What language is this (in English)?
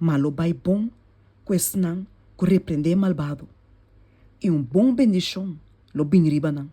Papiamento